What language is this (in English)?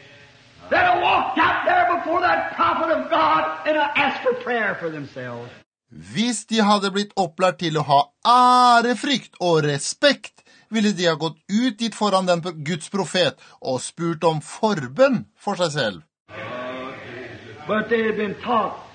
Norwegian